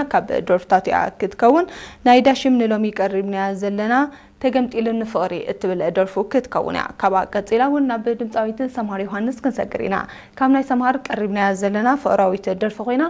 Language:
Tigrinya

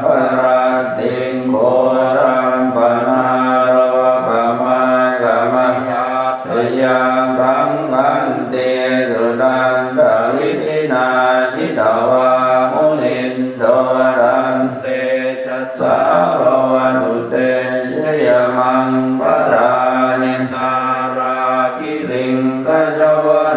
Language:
Pali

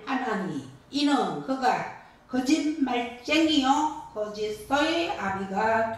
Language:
Korean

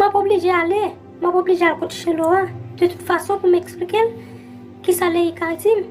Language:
Haitian Creole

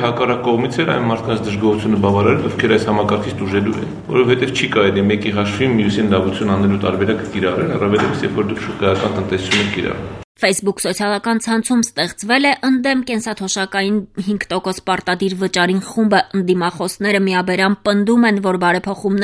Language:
Armenian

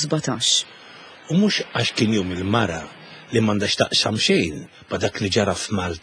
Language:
Maltese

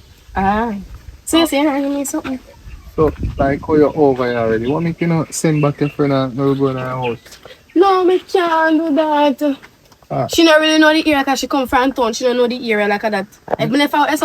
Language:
Jamaican Creole English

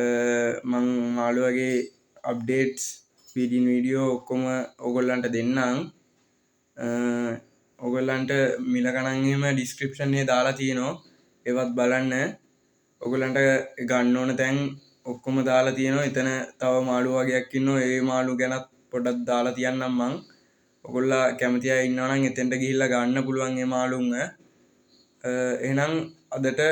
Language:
Sinhala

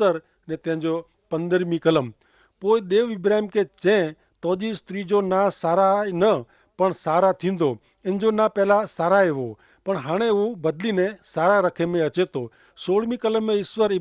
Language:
Kachhi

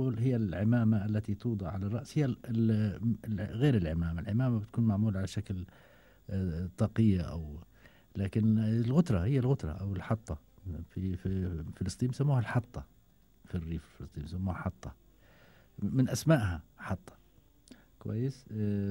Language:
Gulf Arabic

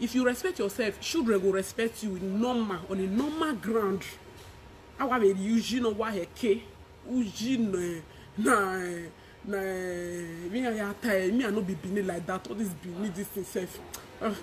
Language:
Nigerian Pidgin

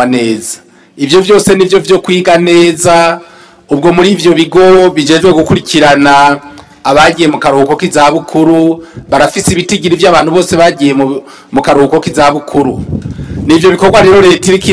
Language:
Rundi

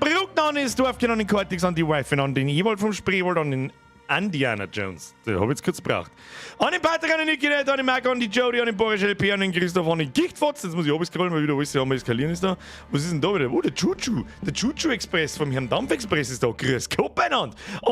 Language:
Bavarian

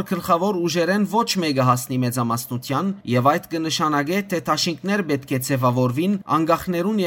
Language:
Western Armenian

